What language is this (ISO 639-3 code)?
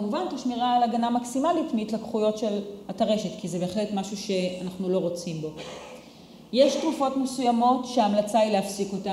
heb